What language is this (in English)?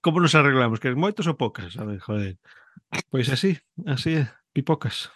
Galician